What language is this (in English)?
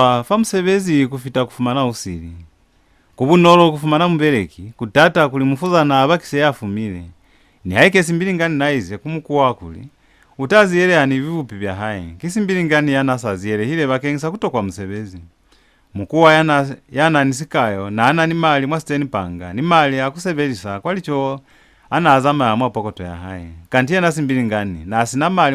Lozi